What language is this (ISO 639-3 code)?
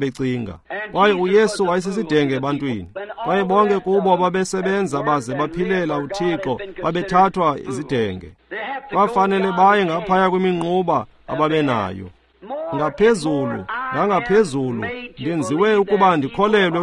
xho